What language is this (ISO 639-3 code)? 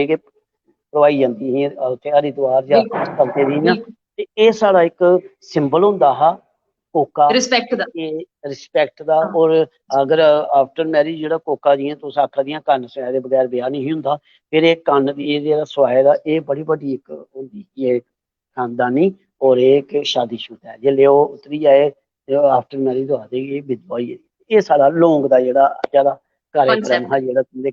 doi